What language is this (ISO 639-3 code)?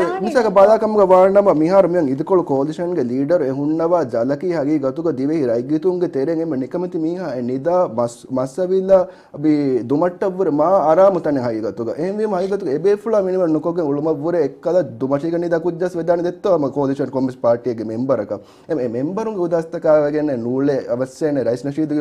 div